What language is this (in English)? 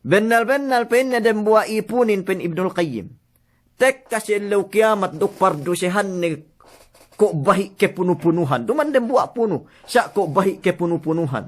Yakan